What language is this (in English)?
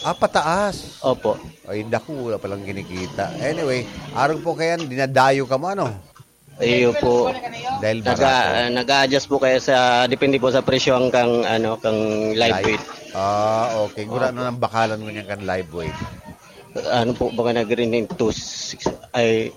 Bikol